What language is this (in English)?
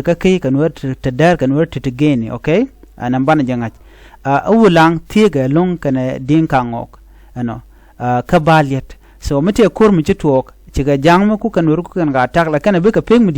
Nuer